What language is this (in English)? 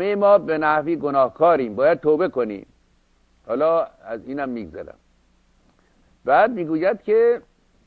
Persian